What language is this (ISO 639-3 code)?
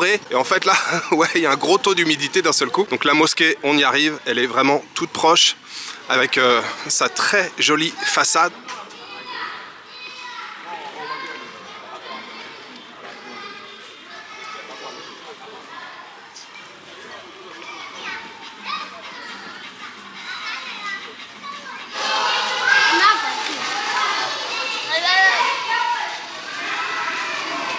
fra